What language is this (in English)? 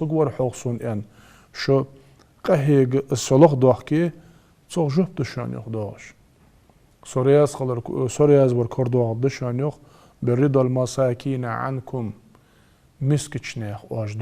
Ingush